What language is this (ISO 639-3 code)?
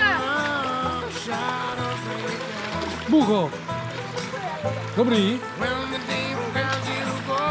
ces